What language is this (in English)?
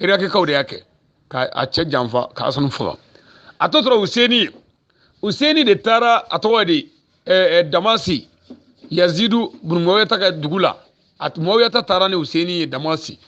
Bambara